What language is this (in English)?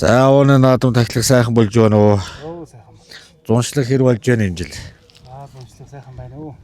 Mongolian